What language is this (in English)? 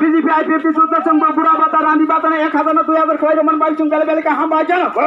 Riang (India)